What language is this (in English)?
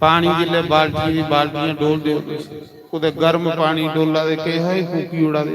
Dogri